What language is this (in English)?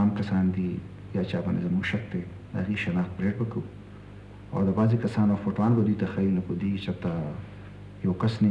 Pashto